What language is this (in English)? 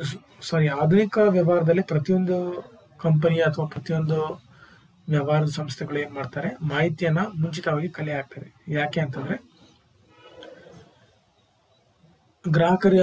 Kannada